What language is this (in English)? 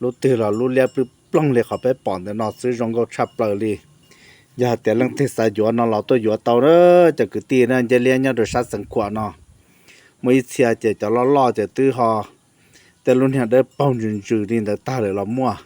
Hmong